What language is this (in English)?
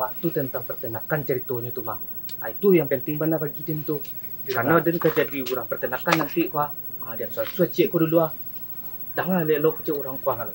Minangkabau